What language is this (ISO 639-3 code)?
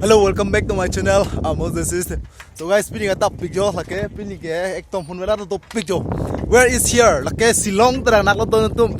mjw